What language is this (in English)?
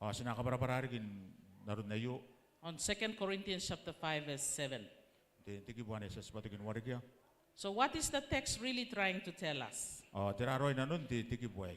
Gilbertese